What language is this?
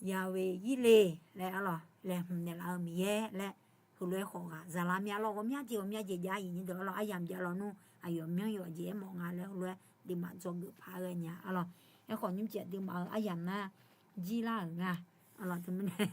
Akha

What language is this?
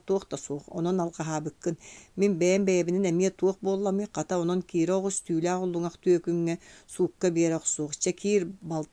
Yakut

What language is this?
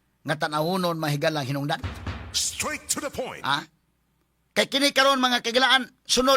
Cebuano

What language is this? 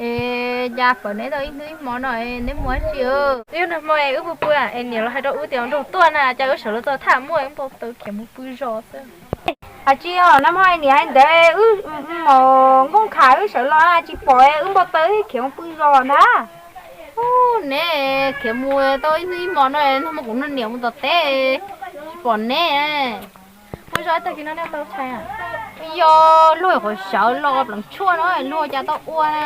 Hmong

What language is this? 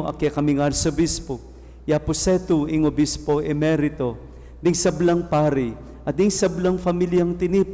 Pampanga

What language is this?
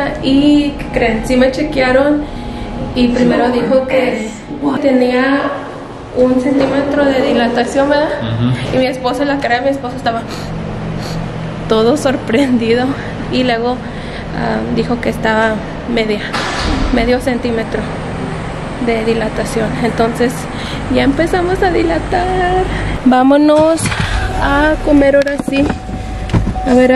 Spanish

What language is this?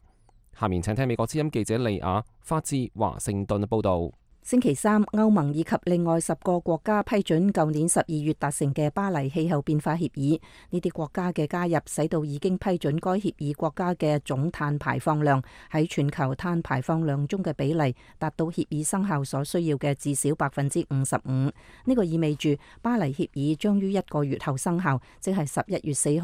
Cantonese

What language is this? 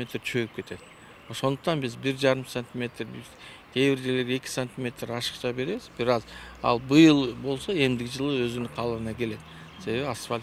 Kyrgyz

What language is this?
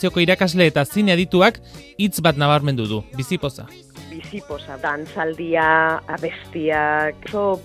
Basque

